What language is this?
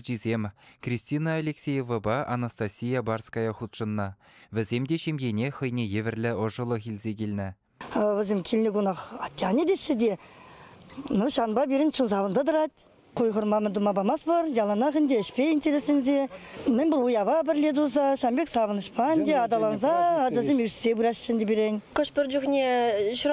Chuvash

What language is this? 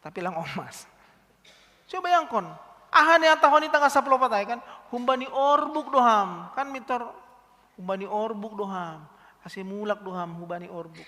Batak Simalungun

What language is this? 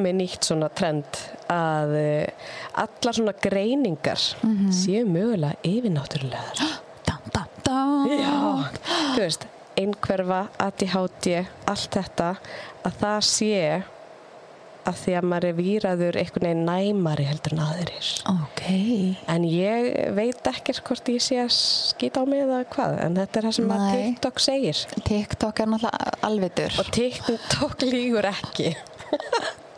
Icelandic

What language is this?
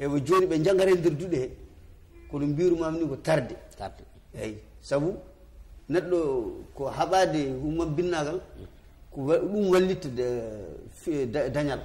Fula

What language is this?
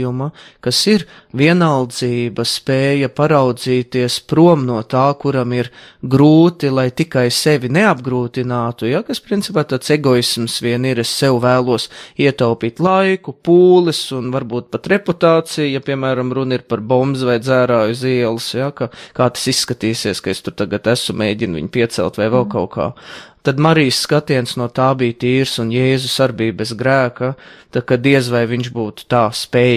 Latvian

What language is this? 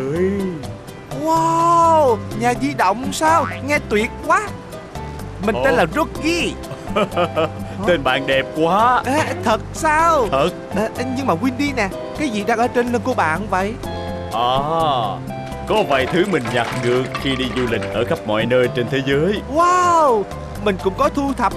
Vietnamese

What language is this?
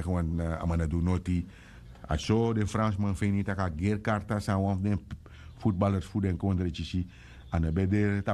Sranan Tongo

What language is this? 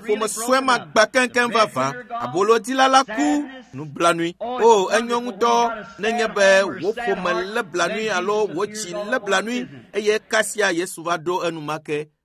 Ewe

